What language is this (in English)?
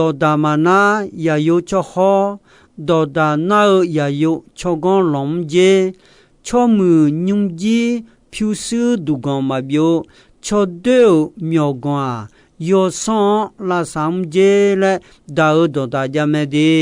Akha